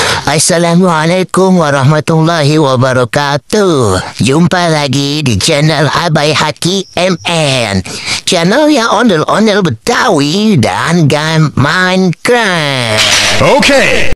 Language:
Betawi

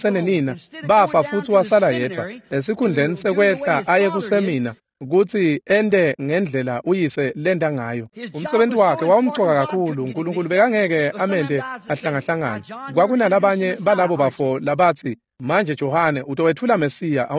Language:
Swati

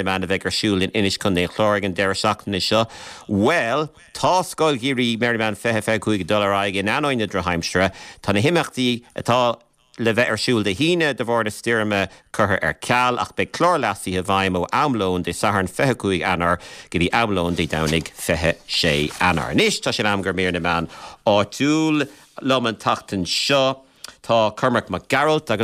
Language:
Irish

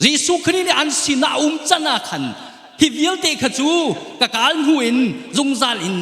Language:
Hakha Chin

